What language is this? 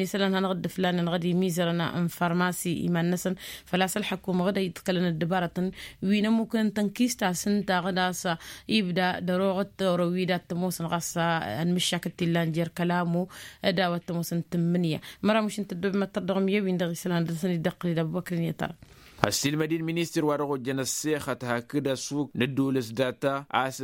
Tamasheq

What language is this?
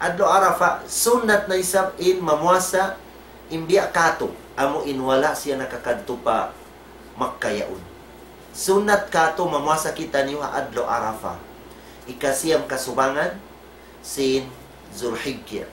Tausug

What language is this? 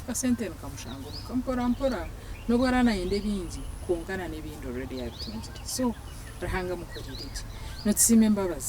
Nyankole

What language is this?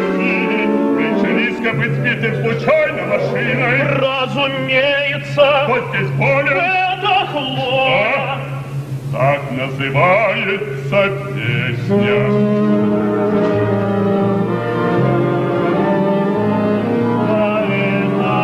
Russian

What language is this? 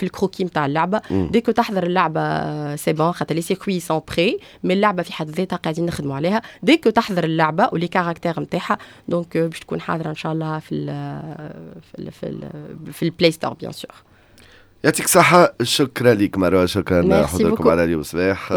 Tunisian Arabic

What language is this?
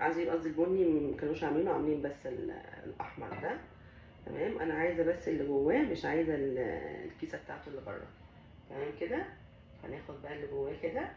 Egyptian Arabic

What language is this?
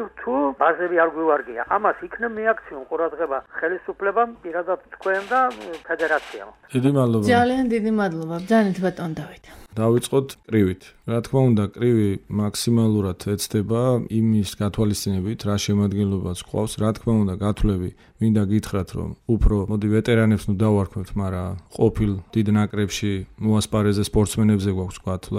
Georgian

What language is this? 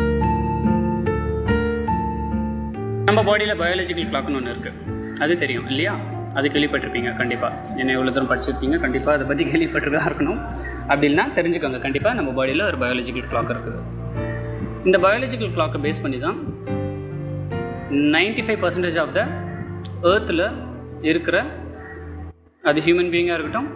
Tamil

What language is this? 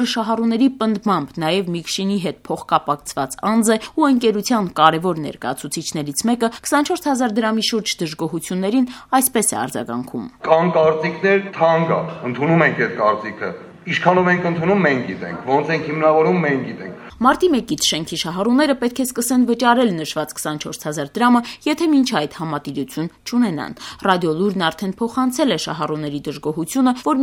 Armenian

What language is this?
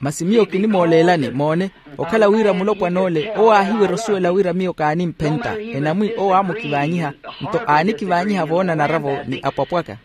Makhuwa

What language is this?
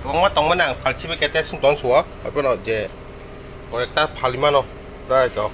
Kok Borok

